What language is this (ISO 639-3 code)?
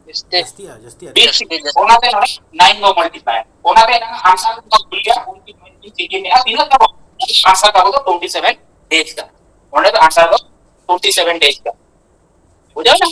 sat